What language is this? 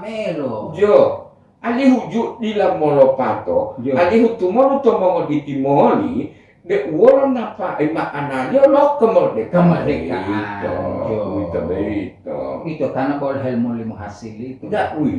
Gorontalo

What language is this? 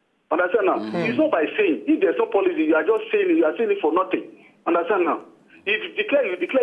Nigerian Pidgin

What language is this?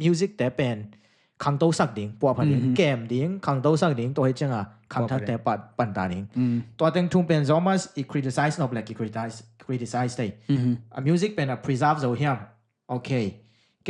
Tedim Chin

